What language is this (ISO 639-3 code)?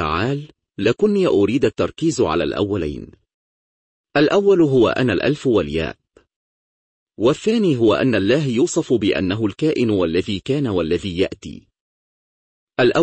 ara